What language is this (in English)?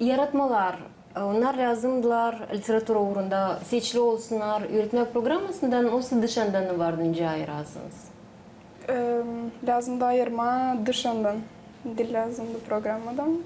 Gagauz